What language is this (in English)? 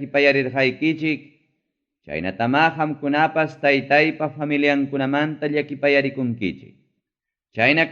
Ayacucho Quechua